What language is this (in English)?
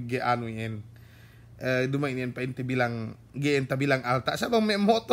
Yakan